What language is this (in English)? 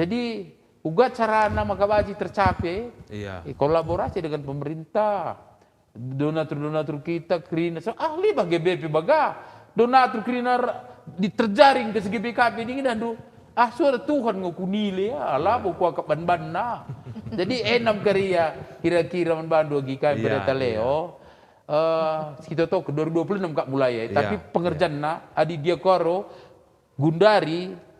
Batak Karo